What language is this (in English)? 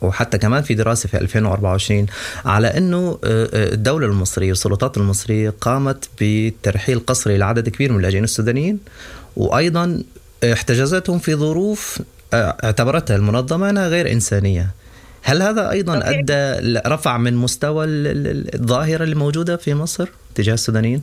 Sudanese Arabic